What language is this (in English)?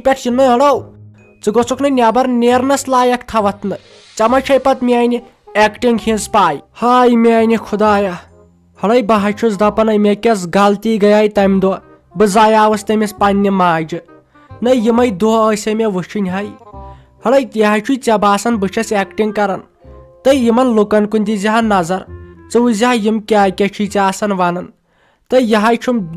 Kashmiri